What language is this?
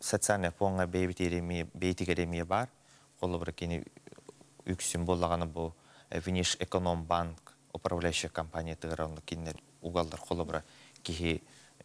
Yakut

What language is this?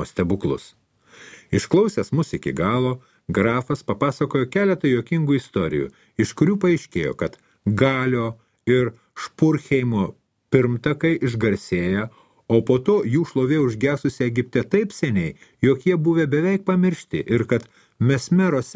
Lithuanian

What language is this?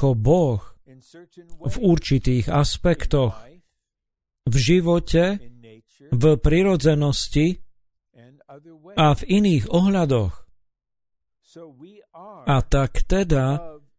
Slovak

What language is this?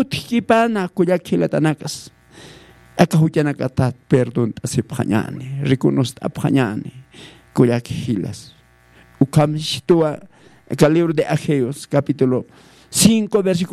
Aymara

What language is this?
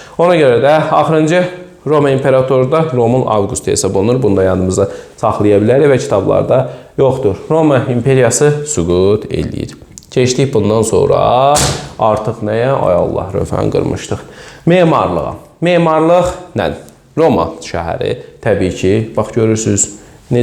Azerbaijani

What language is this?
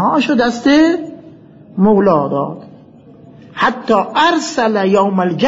Persian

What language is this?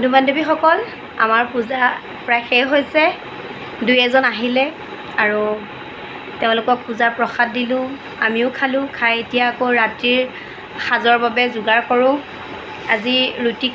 Assamese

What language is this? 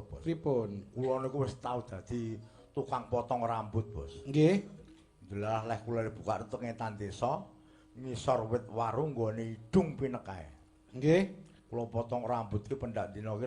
Javanese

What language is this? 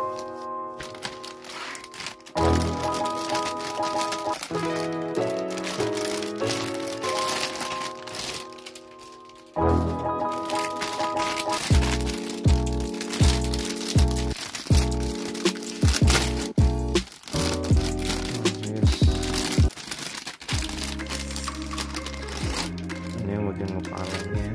Indonesian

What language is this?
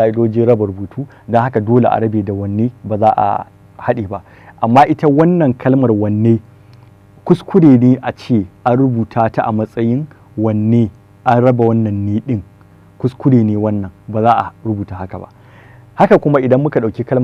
Hausa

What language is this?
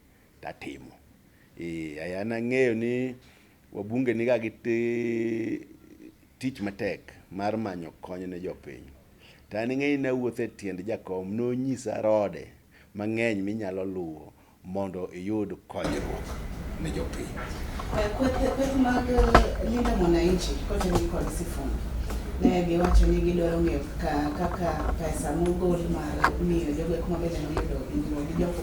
Luo (Kenya and Tanzania)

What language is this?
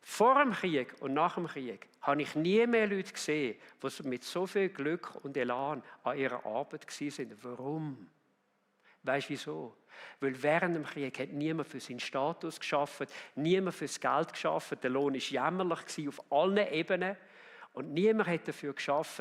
Swiss German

